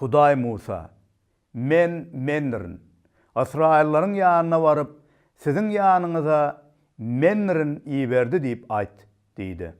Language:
Turkmen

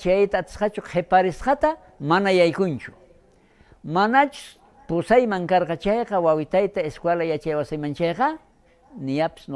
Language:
South Bolivian Quechua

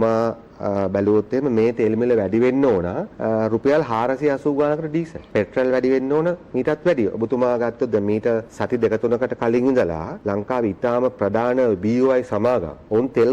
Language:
Sinhala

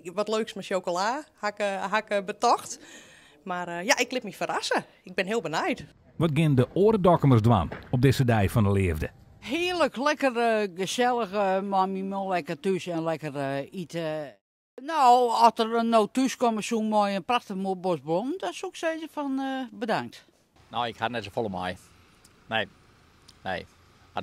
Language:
Western Frisian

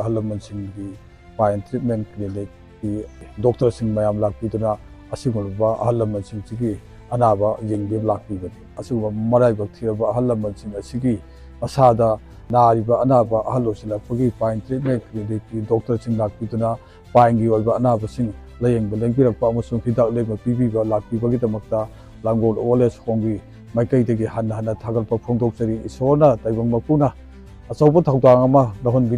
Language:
Manipuri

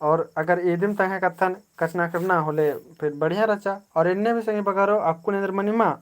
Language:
Kurukh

